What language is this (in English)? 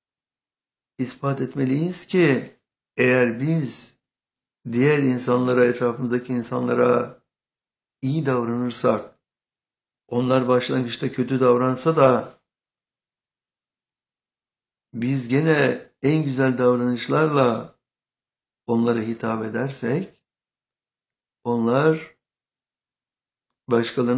Turkish